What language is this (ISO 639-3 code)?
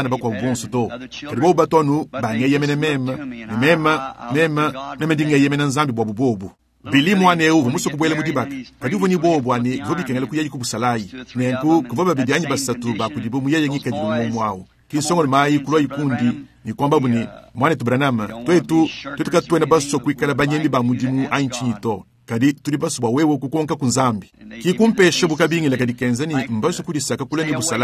lua